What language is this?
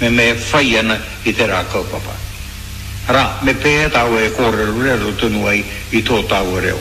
Māori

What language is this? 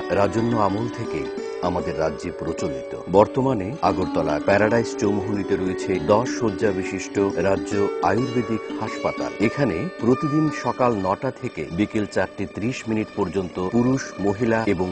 Bangla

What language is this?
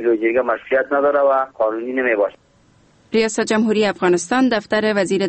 Persian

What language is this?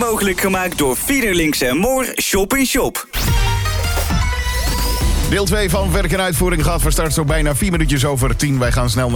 Dutch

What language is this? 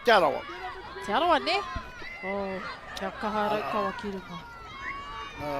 Māori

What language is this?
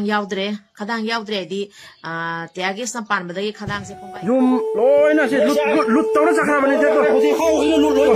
Manipuri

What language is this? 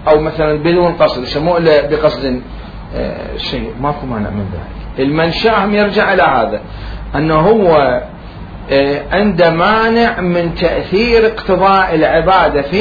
Mesopotamian Arabic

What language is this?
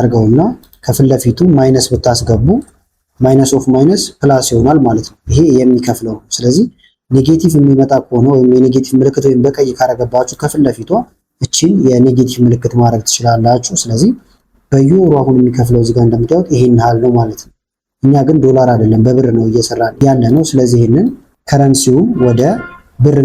Amharic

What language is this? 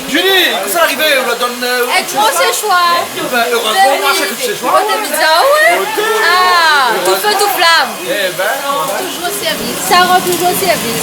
Réunion Creole French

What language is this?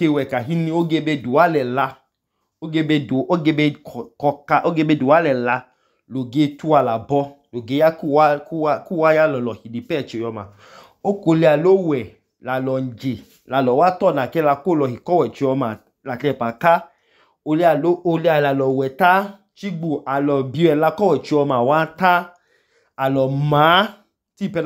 Idoma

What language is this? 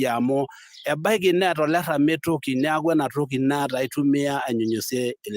Masai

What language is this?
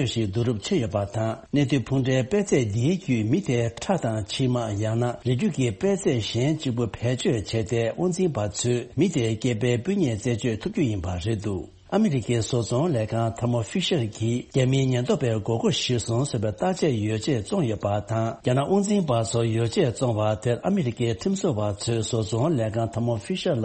Tibetan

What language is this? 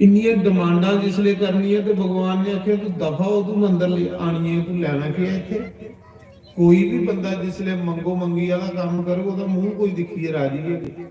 Dogri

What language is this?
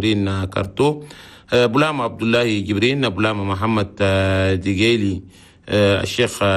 Chadian Arabic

